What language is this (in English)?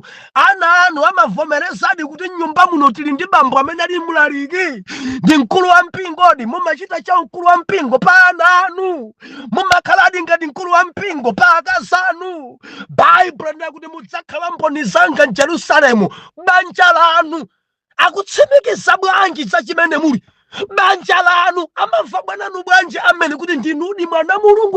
Nyanja